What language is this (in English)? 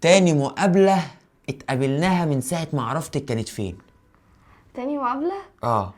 Egyptian Arabic